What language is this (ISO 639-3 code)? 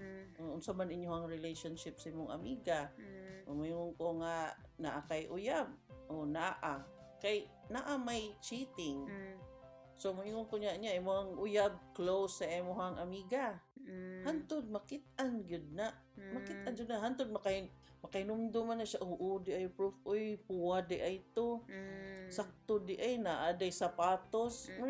ceb